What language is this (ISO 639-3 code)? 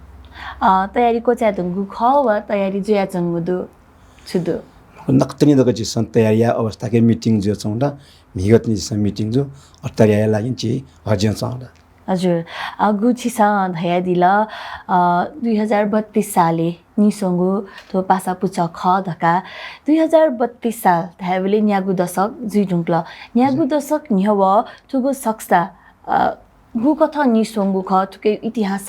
new